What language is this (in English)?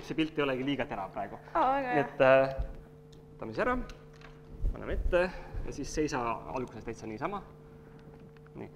Estonian